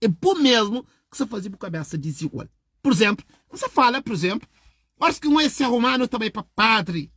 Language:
Kabuverdianu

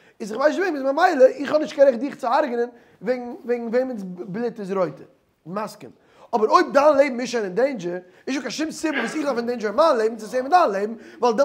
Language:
Yiddish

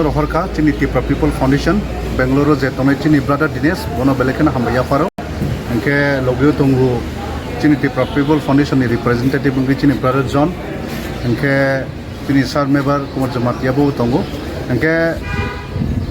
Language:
Kok Borok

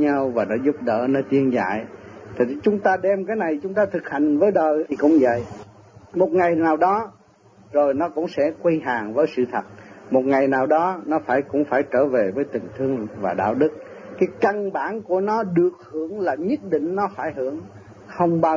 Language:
Vietnamese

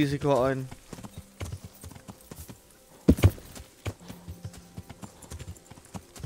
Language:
German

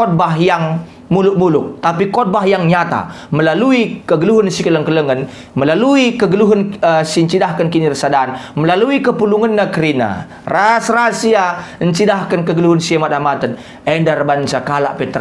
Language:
Batak Karo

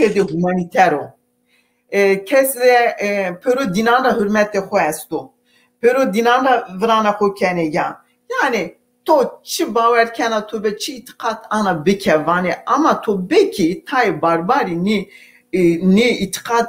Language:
Zaza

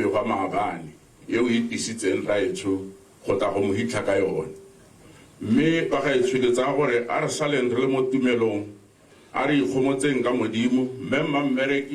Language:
Tswana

